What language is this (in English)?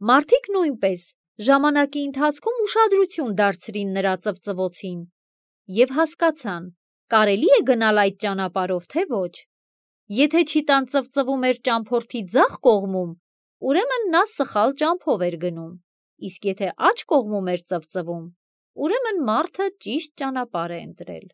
Armenian